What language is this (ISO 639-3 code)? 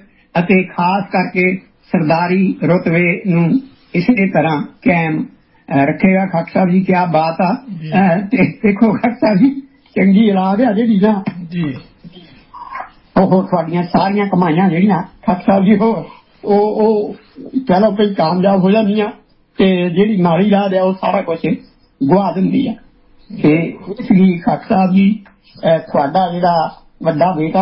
pan